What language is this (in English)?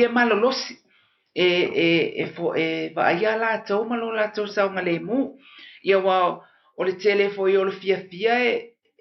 Samoan